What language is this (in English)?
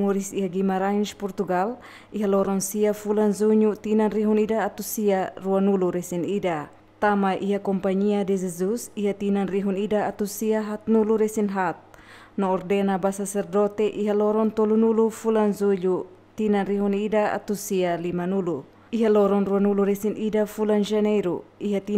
Tetum